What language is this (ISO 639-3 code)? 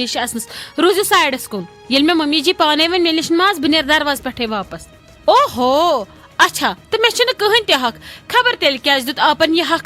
kas